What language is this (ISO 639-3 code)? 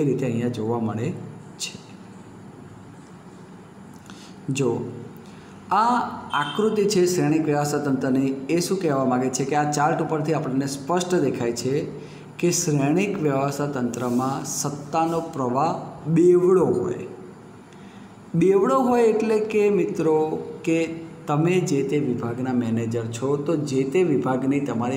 guj